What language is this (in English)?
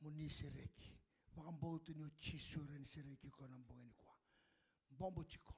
Fijian